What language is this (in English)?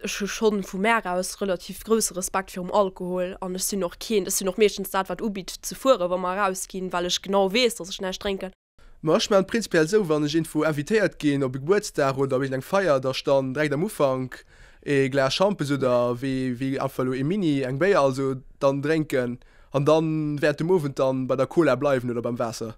Luxembourgish